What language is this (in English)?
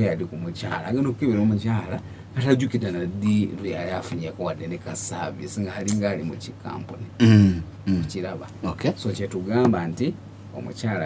Ganda